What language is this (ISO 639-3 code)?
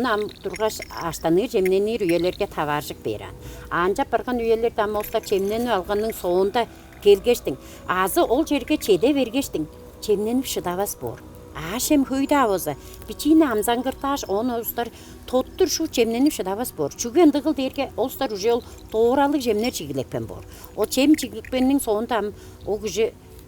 tyv